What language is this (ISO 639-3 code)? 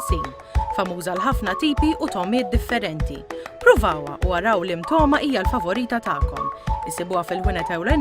mlt